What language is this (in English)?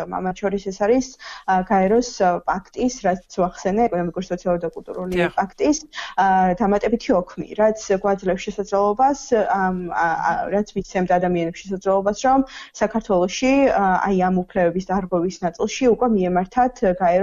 Georgian